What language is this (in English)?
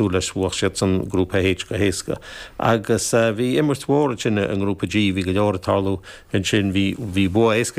Irish